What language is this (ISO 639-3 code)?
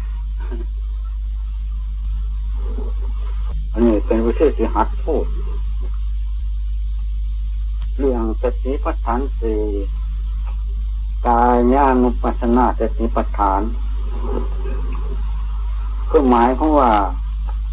tha